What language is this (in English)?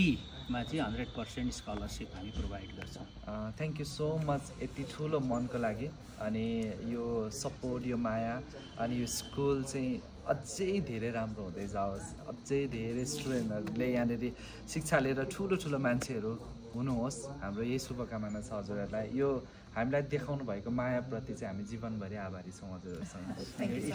Nepali